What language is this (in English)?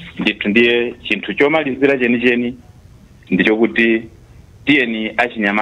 Nyanja